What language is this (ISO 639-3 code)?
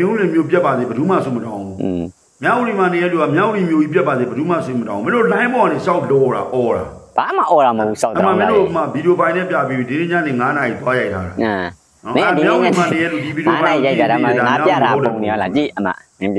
mya